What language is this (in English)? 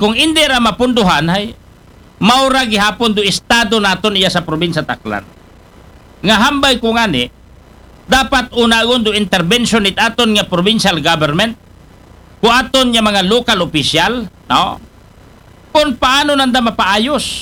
Aklanon